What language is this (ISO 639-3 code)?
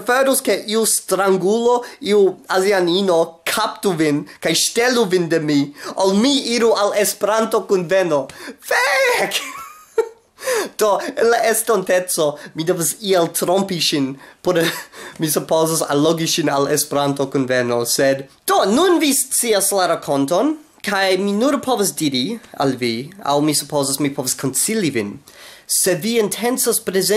epo